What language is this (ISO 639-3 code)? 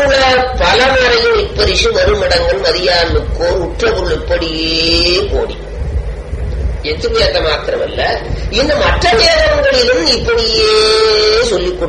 tam